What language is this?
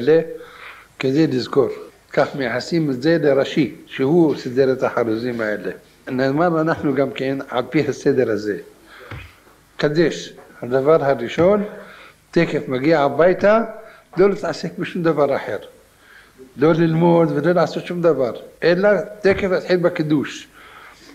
Hebrew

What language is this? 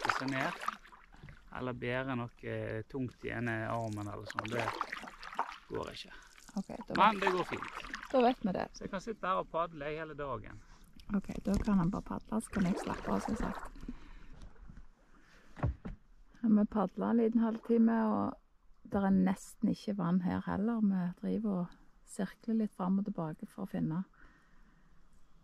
Norwegian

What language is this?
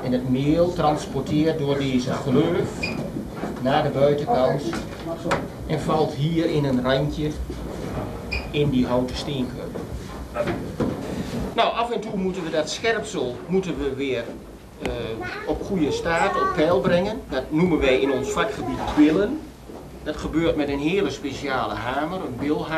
Dutch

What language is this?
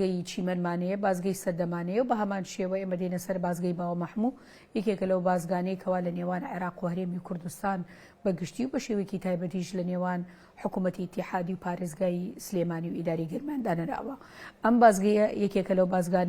Central Kurdish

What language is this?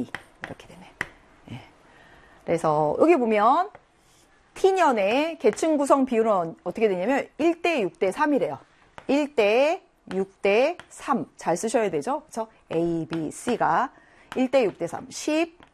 Korean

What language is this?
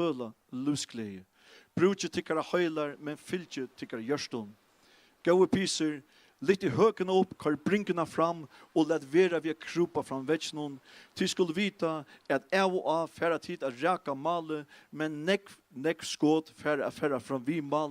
Faroese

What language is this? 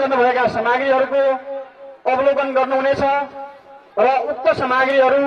Nepali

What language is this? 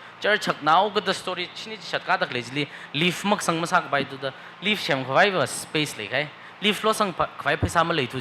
Tangkhul Naga (India)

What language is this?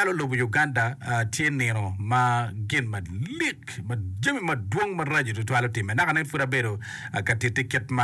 Acoli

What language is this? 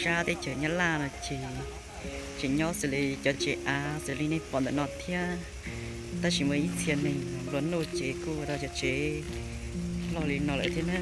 Hmong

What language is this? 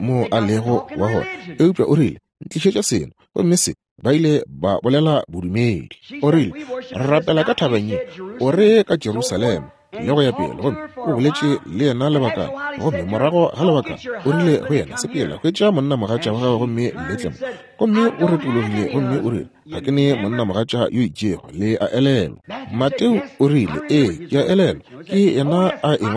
Northern Sotho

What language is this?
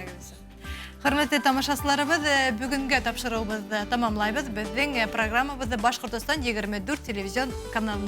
Bashkir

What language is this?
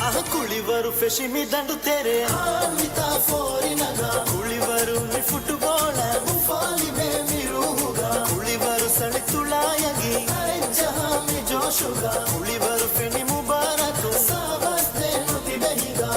Divehi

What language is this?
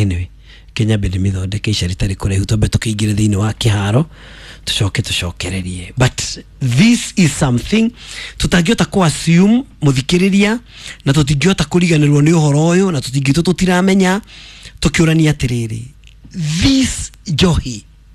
Kikuyu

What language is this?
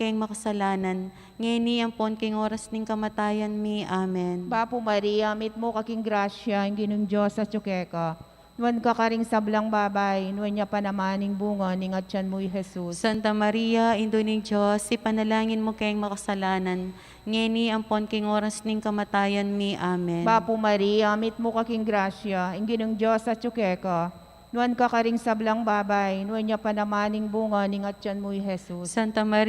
Pampanga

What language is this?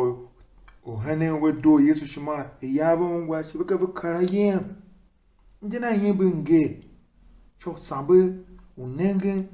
Tiv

